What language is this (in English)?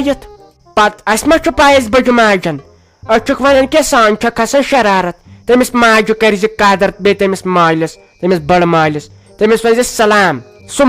Kashmiri